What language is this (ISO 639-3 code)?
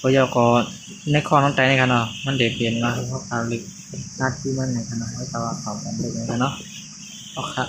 shn